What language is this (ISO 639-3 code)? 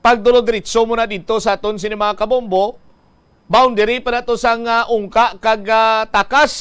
hil